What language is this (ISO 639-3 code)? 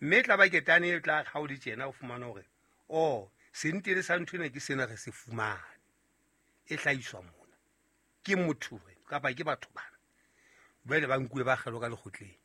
sot